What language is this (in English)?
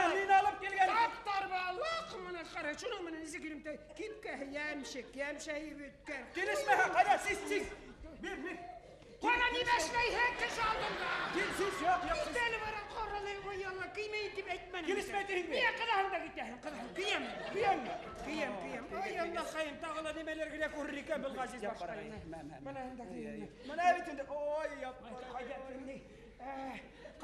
Bashkir